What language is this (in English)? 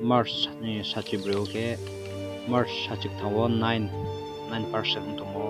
Riang (India)